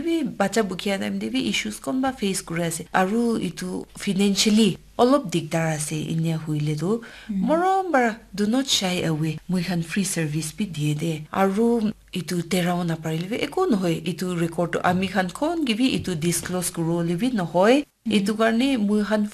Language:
Naga Pidgin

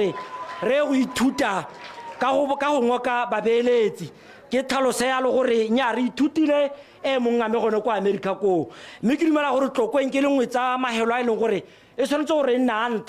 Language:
Tswana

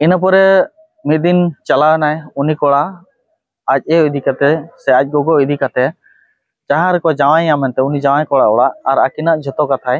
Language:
Santali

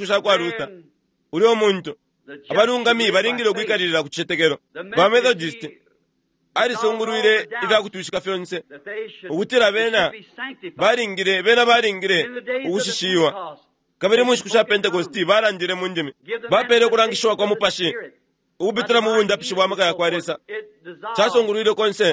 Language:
Bemba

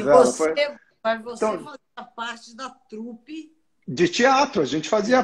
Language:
Portuguese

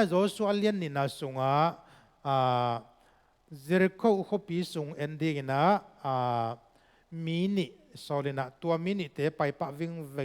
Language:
Tedim Chin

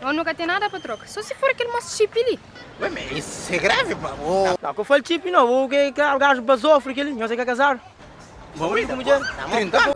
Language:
Kabuverdianu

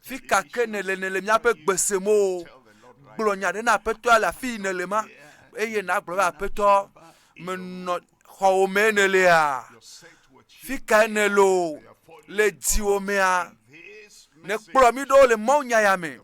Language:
Ewe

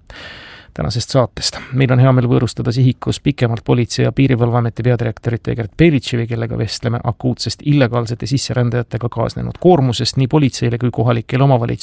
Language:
Estonian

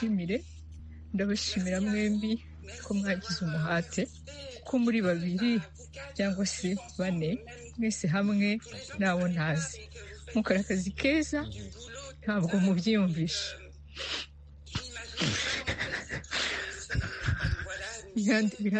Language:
Kinyarwanda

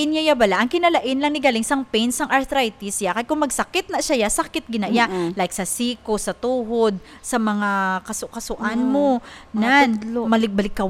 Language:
Hiligaynon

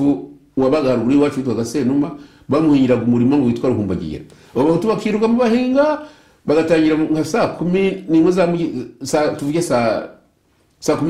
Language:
Kinyarwanda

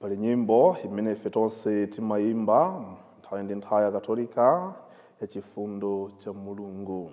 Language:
Nyanja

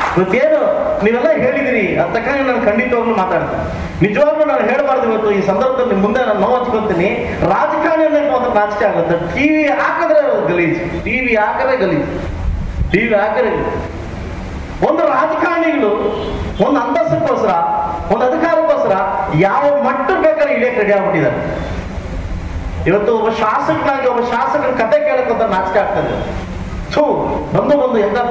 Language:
Kannada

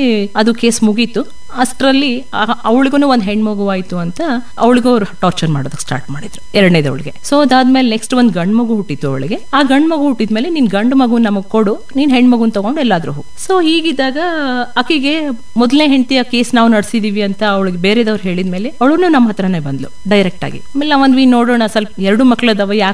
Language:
Kannada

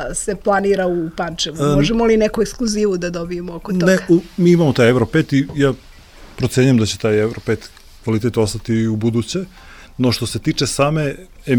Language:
Serbian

